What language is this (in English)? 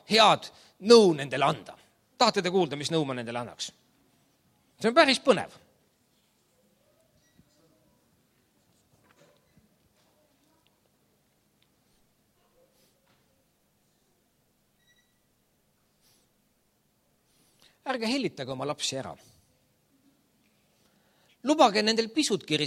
Estonian